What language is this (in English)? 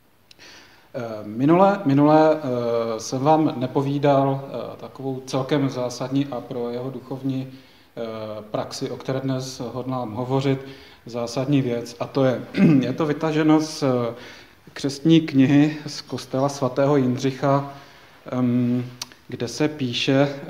Czech